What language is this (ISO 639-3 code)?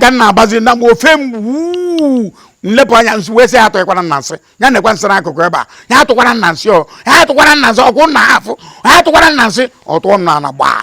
ibo